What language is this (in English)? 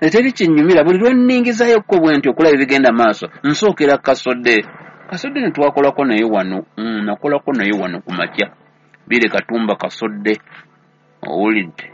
Ganda